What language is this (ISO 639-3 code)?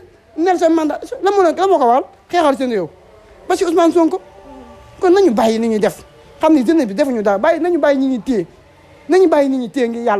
wol